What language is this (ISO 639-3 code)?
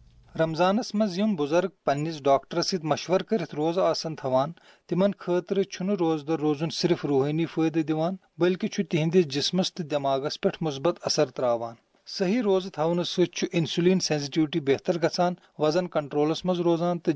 kas